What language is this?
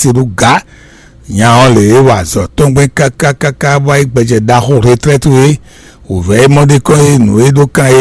Fon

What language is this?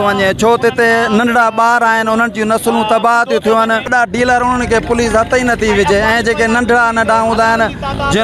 Sindhi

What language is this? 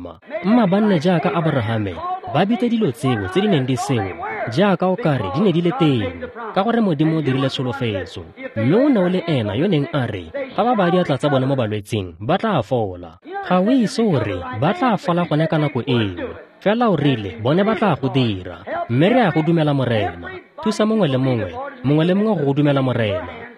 Tswana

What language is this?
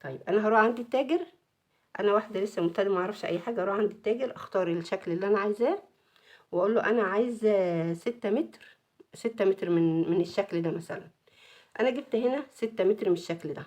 Egyptian Arabic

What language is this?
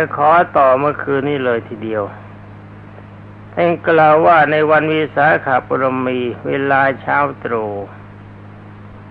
Thai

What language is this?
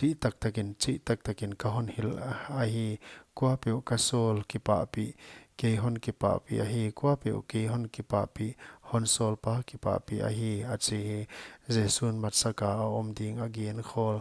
Paite Chin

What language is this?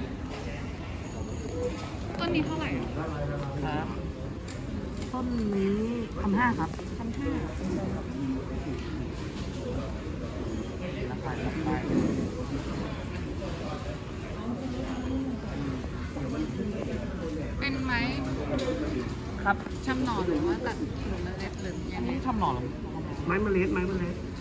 Thai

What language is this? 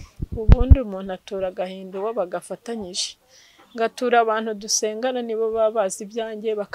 Kinyarwanda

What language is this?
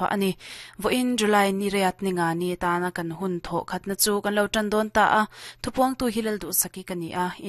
Mizo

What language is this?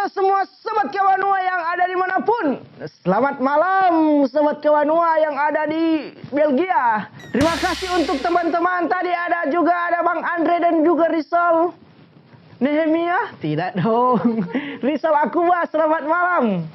Manado Malay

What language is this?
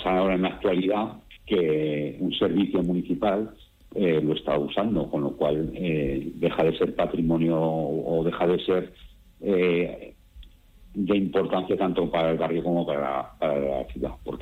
Spanish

